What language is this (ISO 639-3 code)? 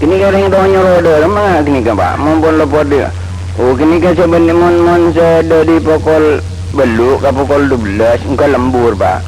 mad